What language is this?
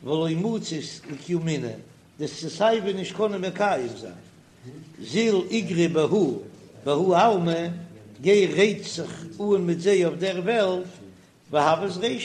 Yiddish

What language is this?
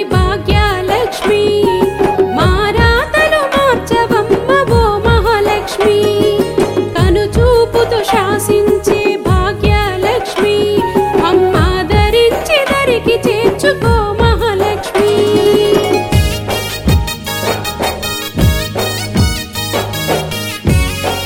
Telugu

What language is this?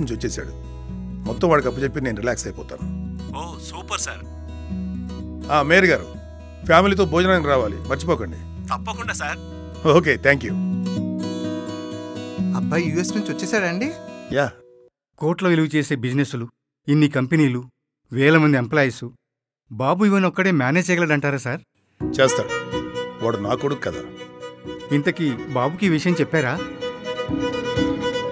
Telugu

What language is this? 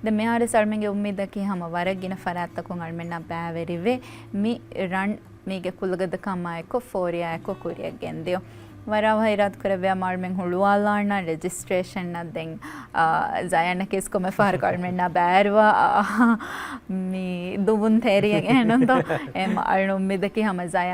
Divehi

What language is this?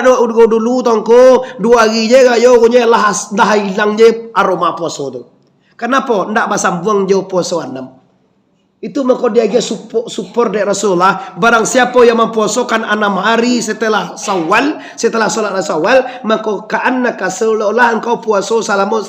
Minangkabau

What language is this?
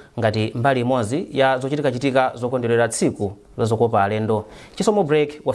Nyanja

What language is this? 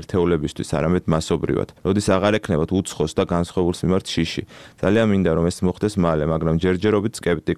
Georgian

